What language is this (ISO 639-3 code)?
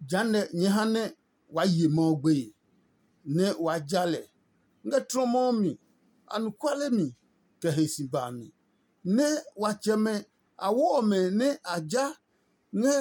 ada